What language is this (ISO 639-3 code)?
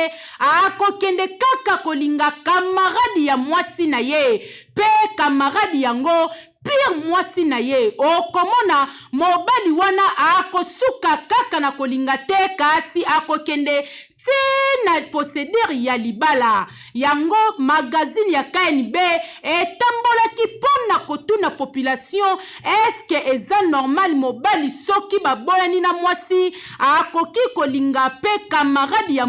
lin